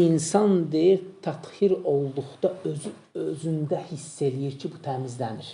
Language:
Azerbaijani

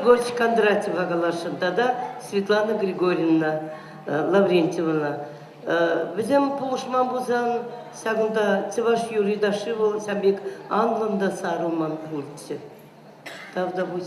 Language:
Chuvash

